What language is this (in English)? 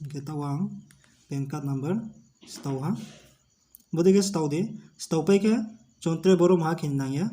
Riang (India)